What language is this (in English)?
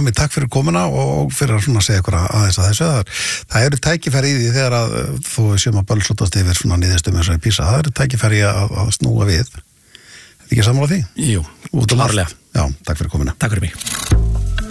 Icelandic